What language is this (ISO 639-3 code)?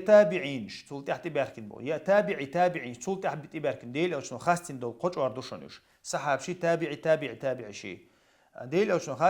che